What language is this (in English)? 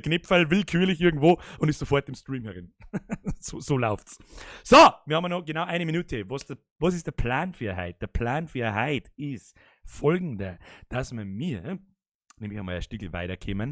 Bavarian